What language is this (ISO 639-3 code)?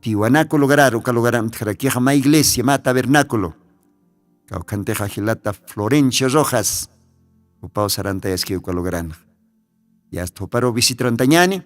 aym